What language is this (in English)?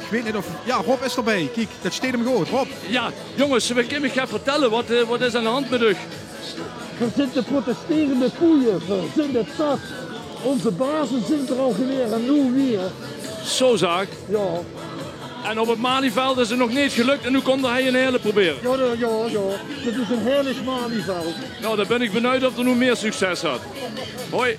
Limburgish